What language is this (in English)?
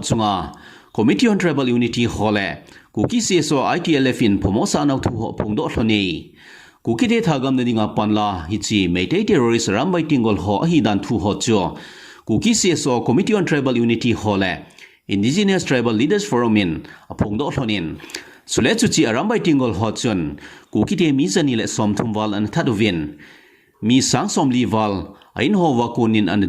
Thado Chin